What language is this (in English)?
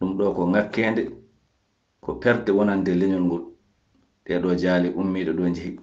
Fula